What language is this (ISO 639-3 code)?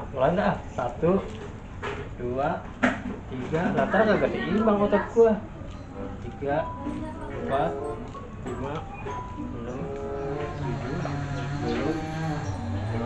bew